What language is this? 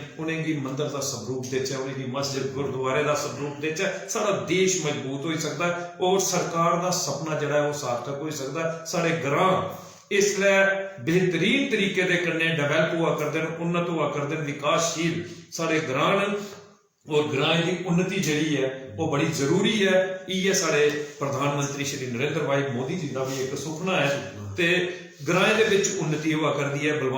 Dogri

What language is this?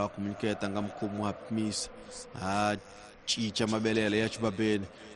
Tsonga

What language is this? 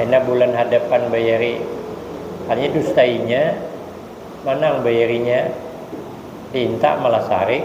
Banjar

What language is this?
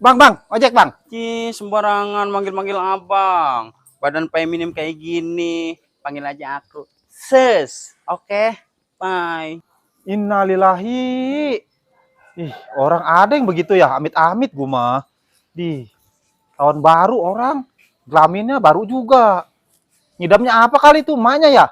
Betawi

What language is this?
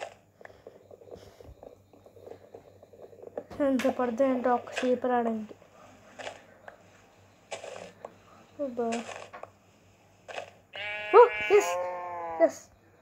Telugu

